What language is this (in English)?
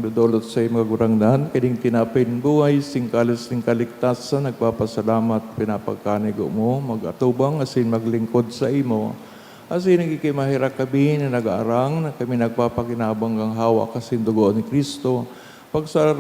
Bikol